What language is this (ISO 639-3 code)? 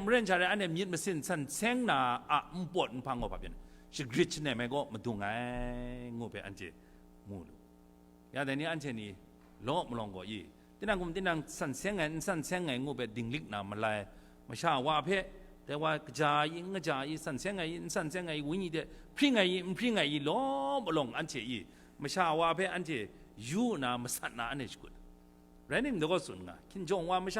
kac